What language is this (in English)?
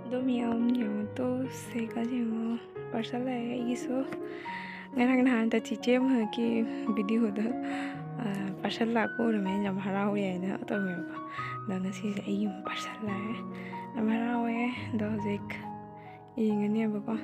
Manipuri